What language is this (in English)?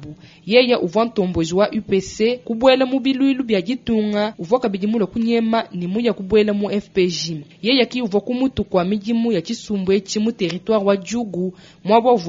Luba-Lulua